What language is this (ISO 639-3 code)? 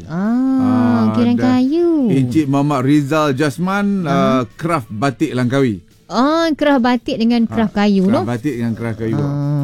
msa